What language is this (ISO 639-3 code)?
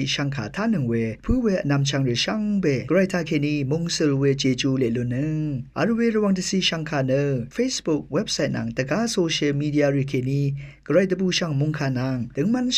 raw